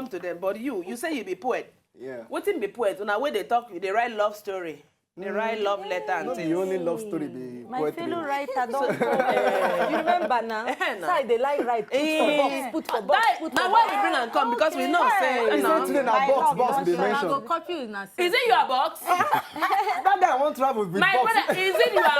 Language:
Nigerian Pidgin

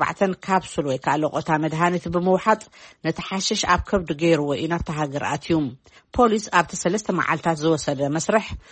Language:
Tigrinya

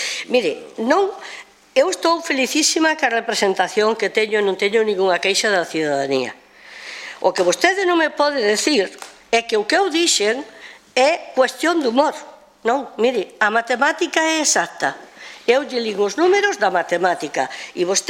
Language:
Galician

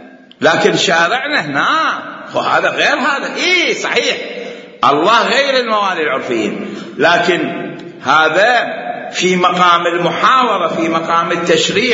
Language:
Mesopotamian Arabic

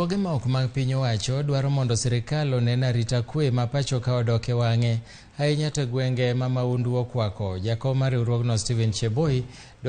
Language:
Luo (Kenya and Tanzania)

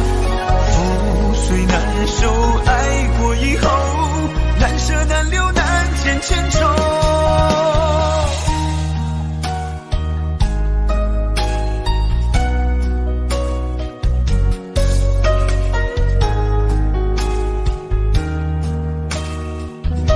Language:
Chinese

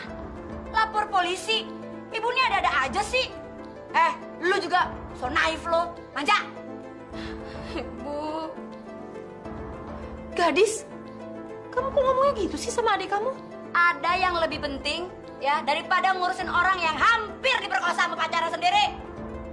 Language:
Indonesian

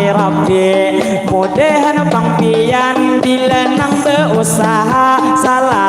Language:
Banjar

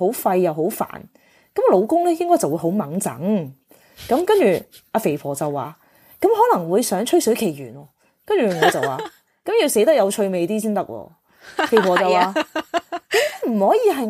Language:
Cantonese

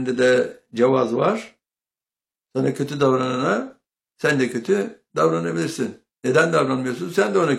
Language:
Turkish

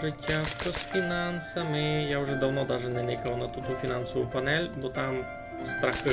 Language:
Rusyn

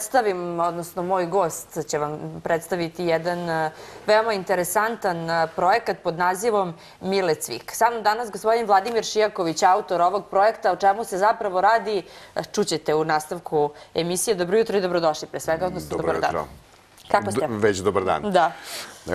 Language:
Serbian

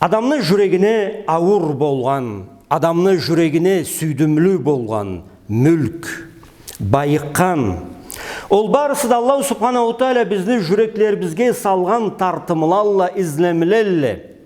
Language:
Karachay-Balkar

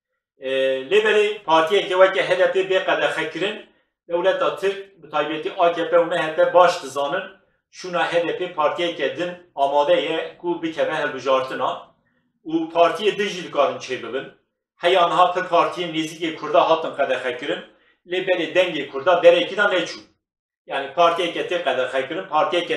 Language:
Kurdish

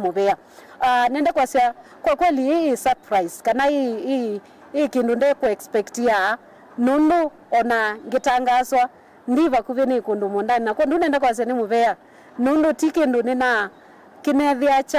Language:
Kamba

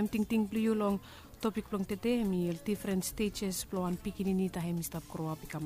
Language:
Bislama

